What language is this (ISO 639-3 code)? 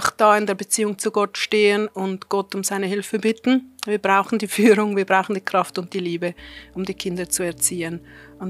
gsw